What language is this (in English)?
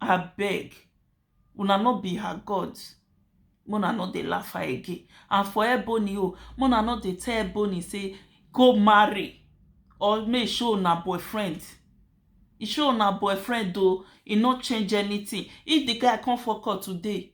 Nigerian Pidgin